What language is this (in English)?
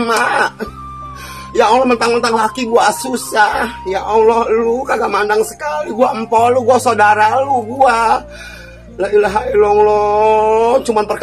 Betawi